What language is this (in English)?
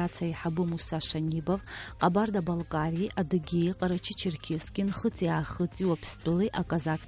Abkhazian